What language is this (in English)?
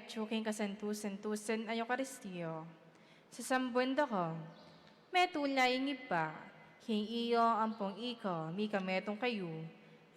Pampanga